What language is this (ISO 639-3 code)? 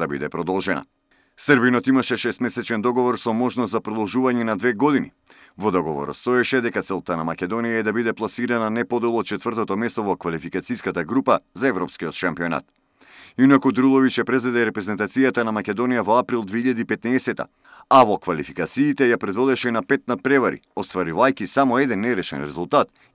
mkd